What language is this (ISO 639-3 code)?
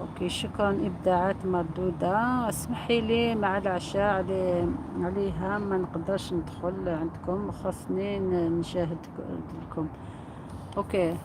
arq